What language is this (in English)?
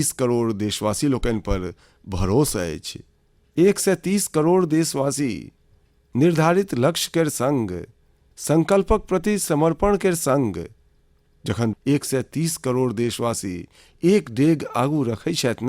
Maithili